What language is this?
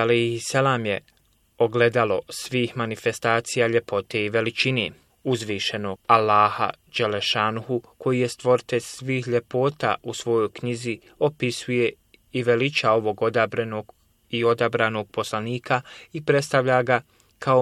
Bosnian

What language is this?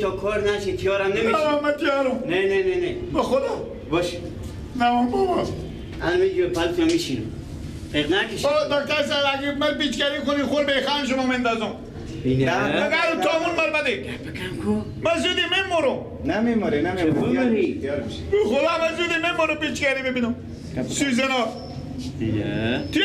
Persian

